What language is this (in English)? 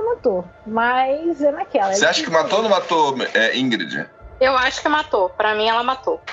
Portuguese